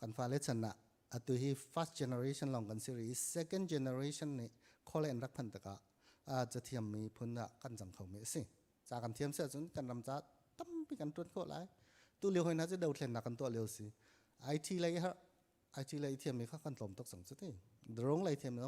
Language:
Hakha Chin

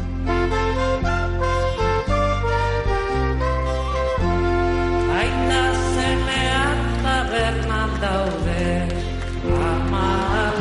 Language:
Basque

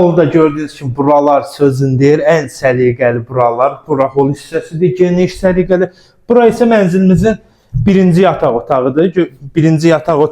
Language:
Azerbaijani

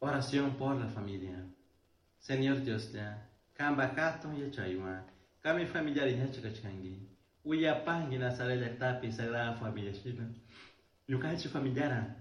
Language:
Chimborazo Highland Quichua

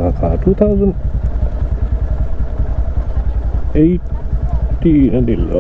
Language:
Mizo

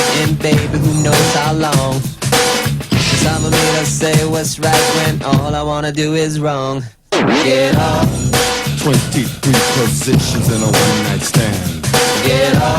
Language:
Faroese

